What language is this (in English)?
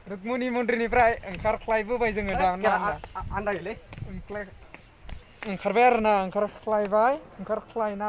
Bodo